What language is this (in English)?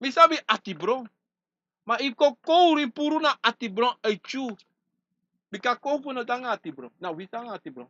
Sranan Tongo